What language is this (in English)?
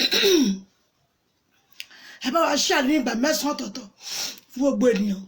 Yoruba